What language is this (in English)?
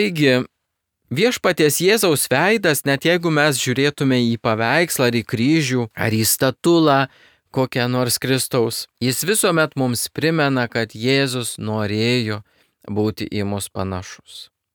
Lithuanian